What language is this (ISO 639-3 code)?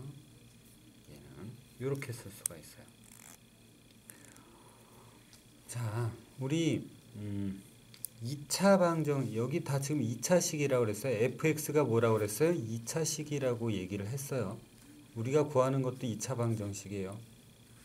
kor